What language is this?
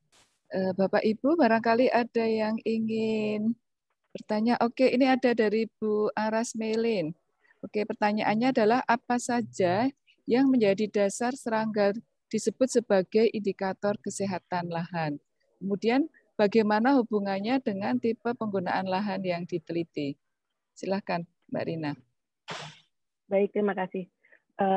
Indonesian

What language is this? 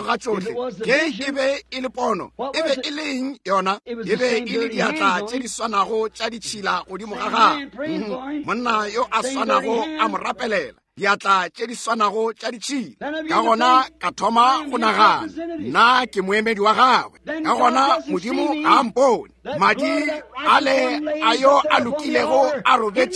Northern Sotho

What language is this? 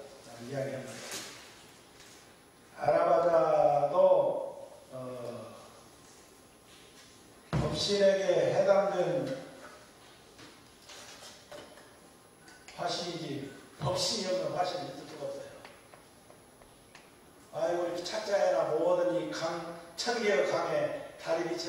Korean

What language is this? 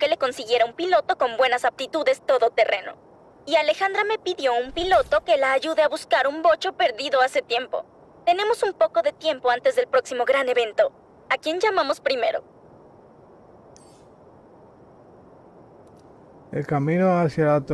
Spanish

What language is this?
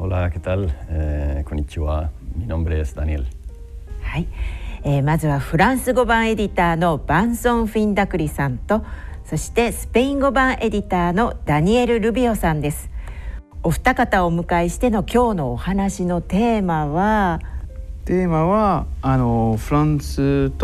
Japanese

